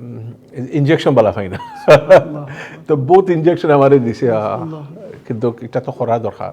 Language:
Sylheti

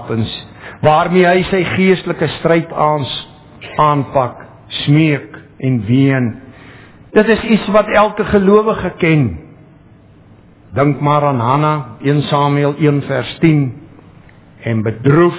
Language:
Afrikaans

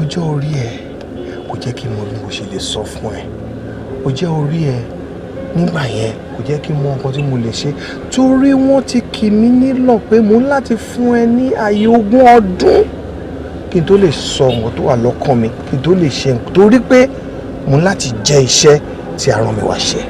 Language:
Yoruba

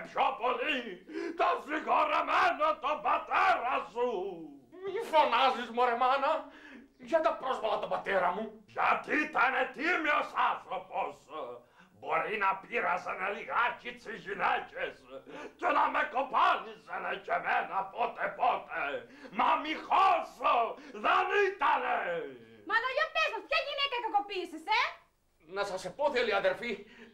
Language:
Greek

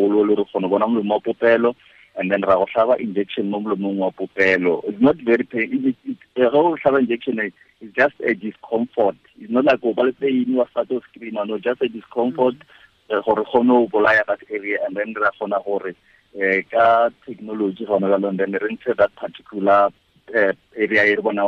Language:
Tswana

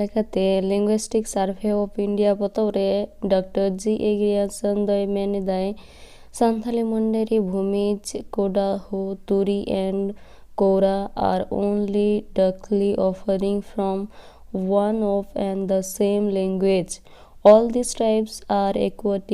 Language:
Santali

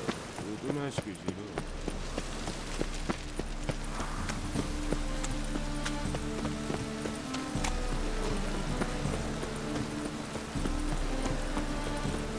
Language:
Japanese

